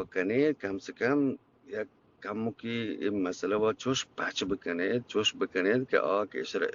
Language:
Eastern Balochi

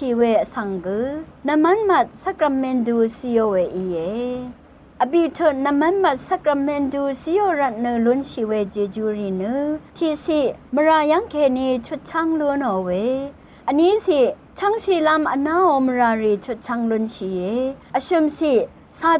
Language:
Rawang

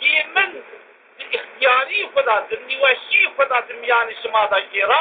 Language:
Zaza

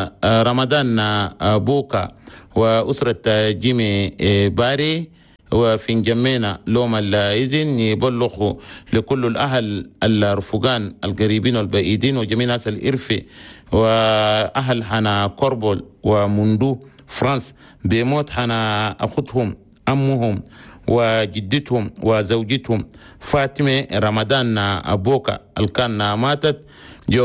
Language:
Chadian Arabic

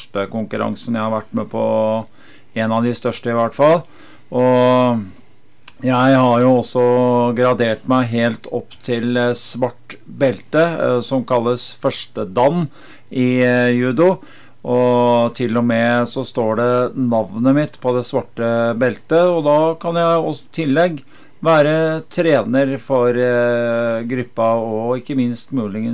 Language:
Norwegian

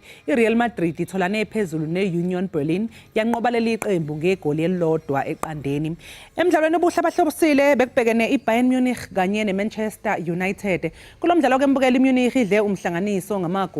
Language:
Zulu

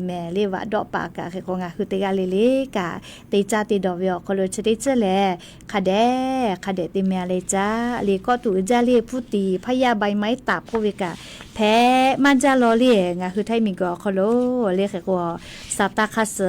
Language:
Lahu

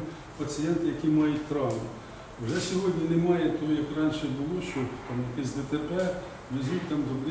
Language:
Ukrainian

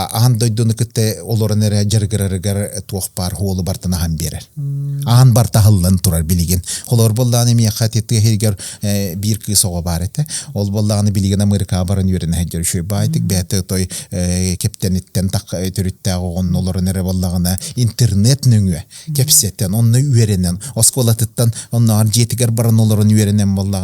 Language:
Yakut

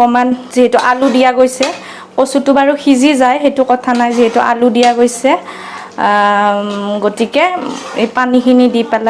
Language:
Assamese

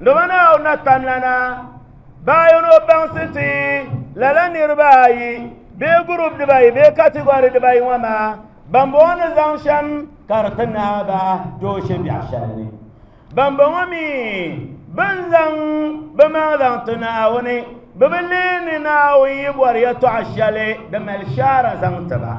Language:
Dagbani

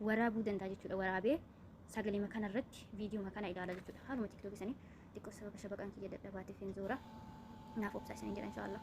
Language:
Oromo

